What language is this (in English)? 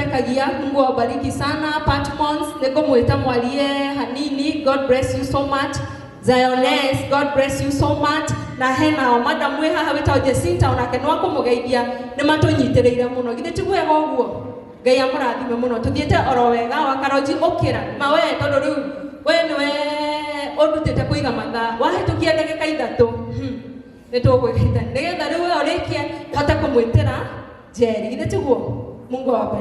Kikuyu